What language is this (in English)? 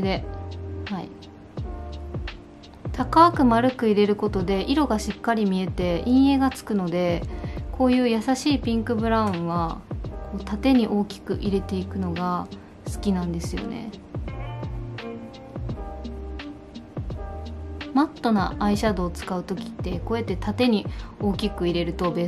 Japanese